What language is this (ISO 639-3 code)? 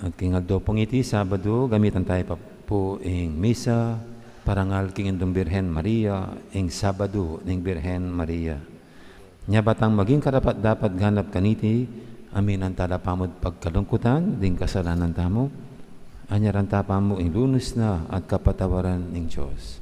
pam